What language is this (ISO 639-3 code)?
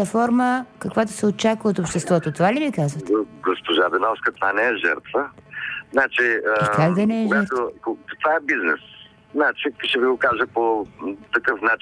bul